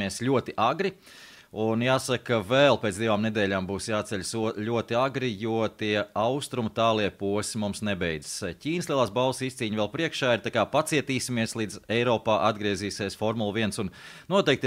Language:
Latvian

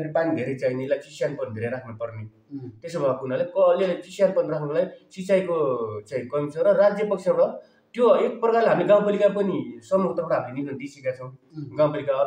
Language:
Nepali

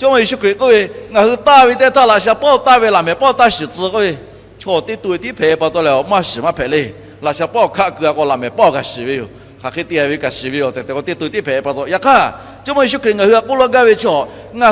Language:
Lahu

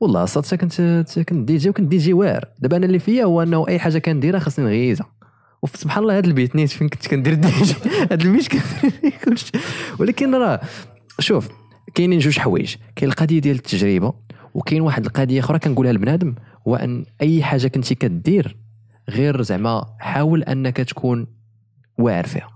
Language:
Moroccan Arabic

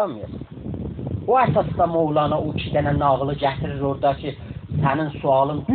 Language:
South Azerbaijani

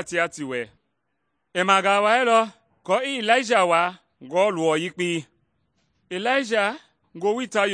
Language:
Mende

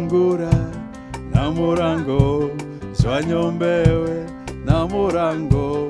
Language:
Meru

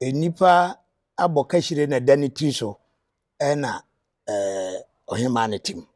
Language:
Akan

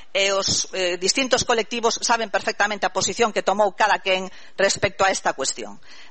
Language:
Galician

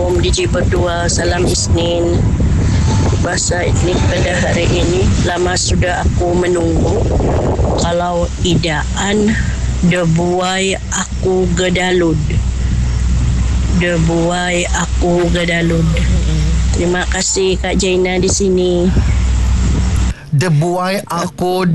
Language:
Malay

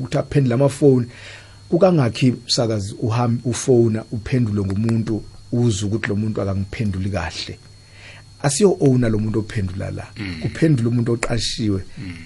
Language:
South Ndebele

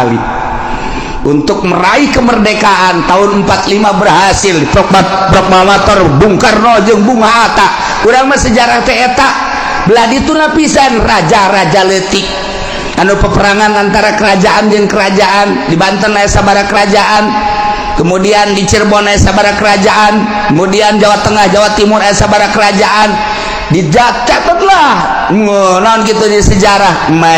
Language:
Sundanese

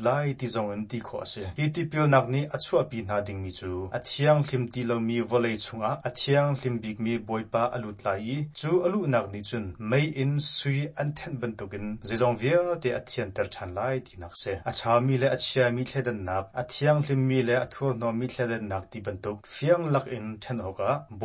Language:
Hakha Chin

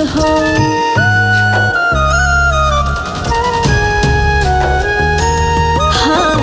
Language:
Bhojpuri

